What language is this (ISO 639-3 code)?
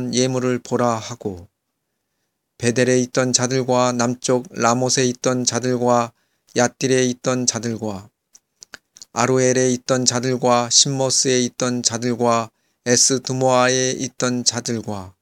kor